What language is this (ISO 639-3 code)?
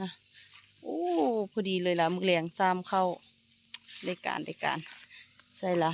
lao